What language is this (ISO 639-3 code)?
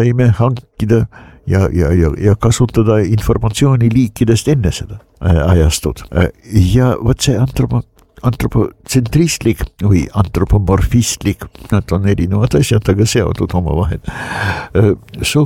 est